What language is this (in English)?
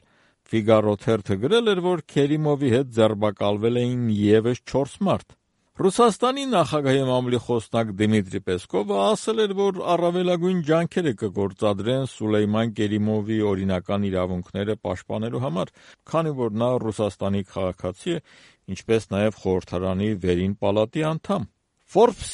Armenian